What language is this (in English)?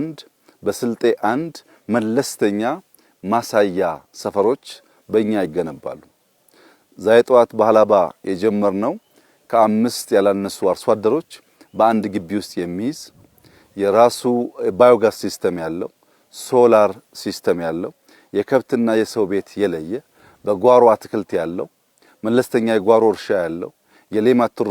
Amharic